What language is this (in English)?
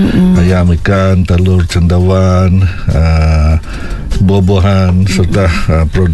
Malay